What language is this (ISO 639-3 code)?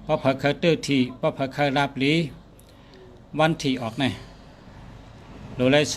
shn